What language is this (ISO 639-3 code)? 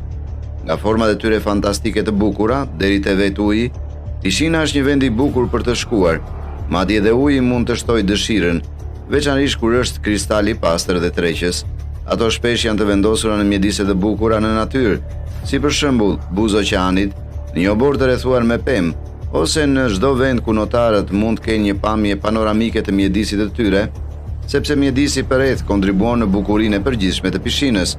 sqi